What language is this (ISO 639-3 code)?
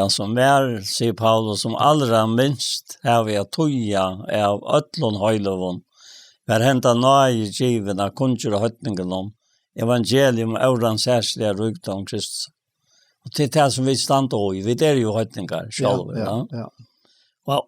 fao